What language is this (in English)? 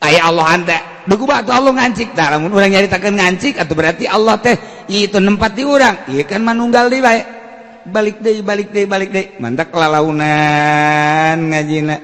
Sundanese